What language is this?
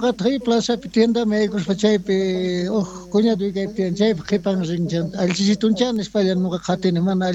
South Bolivian Quechua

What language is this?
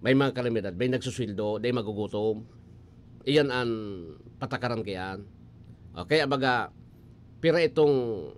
Bikol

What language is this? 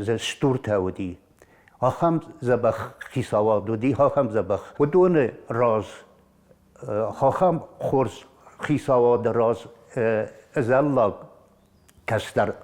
Ossetic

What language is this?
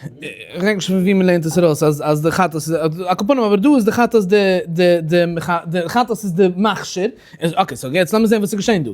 Yiddish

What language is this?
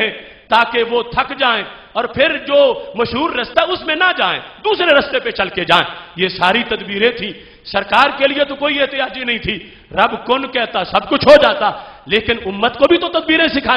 Urdu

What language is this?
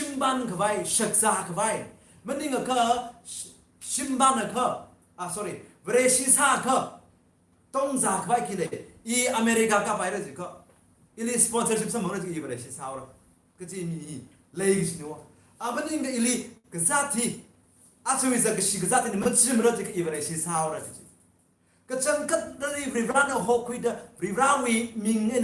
Tangkhul Naga (India)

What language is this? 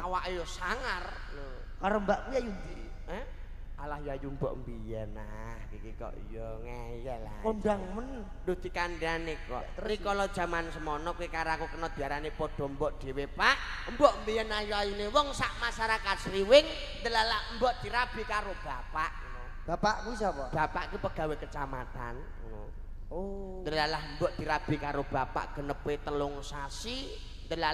Javanese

